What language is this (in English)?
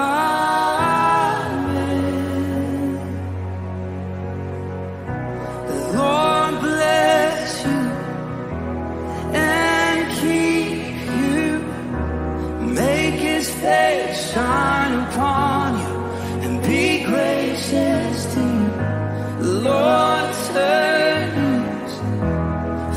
English